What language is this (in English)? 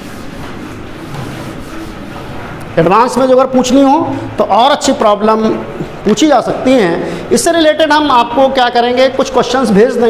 Hindi